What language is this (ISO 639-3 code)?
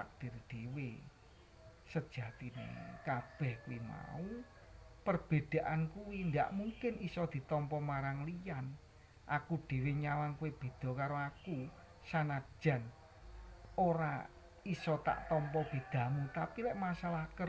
jav